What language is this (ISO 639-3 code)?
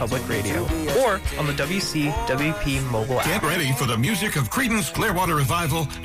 eng